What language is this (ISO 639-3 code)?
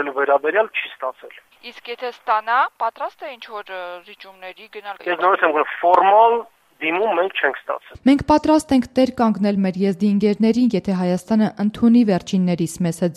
hye